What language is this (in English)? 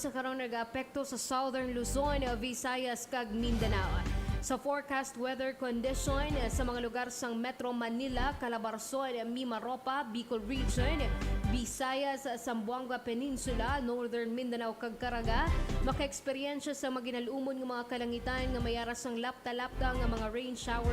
Hiligaynon